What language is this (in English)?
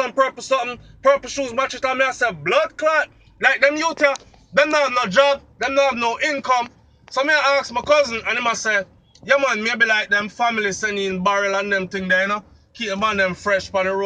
Jamaican Creole English